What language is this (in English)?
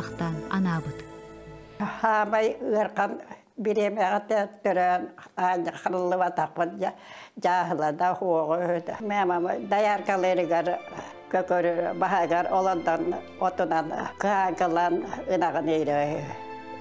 Yakut